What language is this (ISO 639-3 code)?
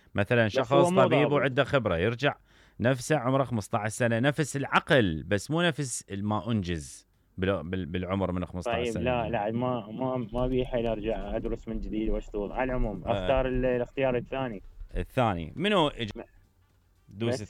acm